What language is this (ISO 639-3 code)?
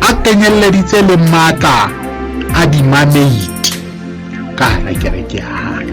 sot